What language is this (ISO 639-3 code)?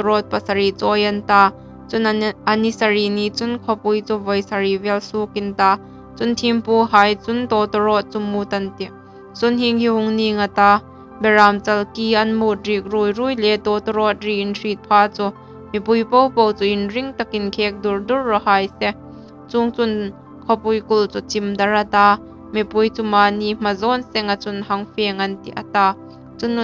hmr